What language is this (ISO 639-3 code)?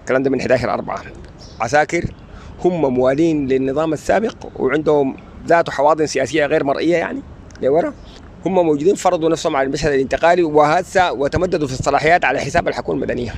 apd